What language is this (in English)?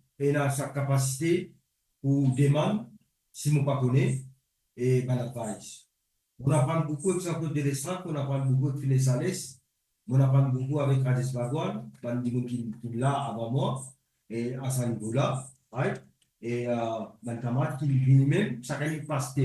Morisyen